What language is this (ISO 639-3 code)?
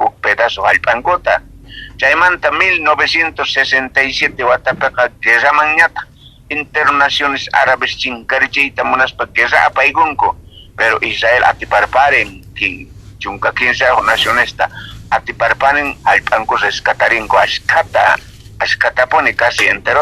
quh